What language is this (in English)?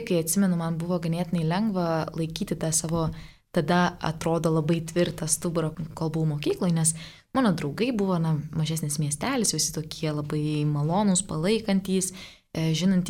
Lithuanian